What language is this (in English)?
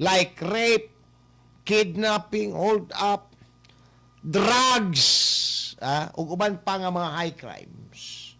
Cebuano